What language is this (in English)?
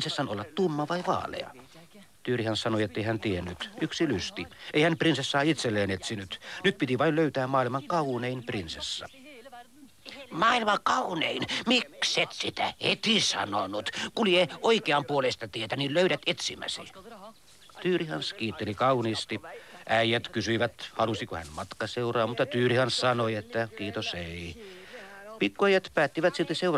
Finnish